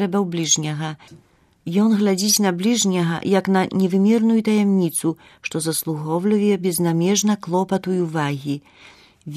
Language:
Belarusian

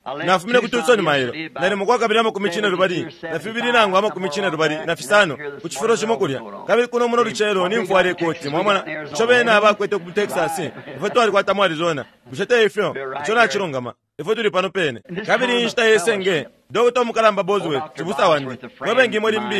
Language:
Bemba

